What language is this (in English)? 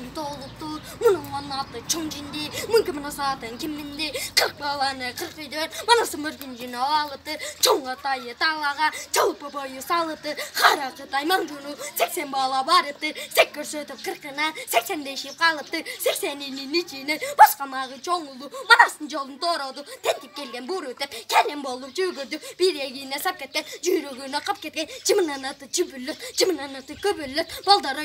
Kyrgyz